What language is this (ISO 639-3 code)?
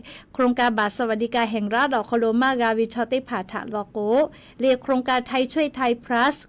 lhu